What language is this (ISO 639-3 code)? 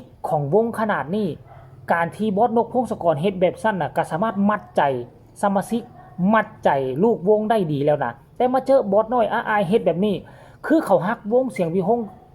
lao